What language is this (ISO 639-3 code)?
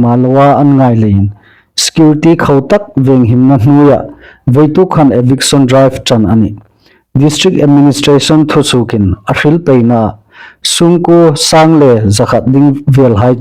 hmr